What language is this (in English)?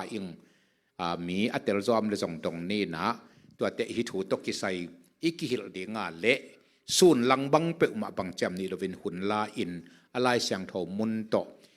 Tedim Chin